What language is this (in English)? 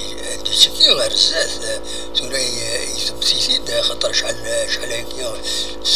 Kabyle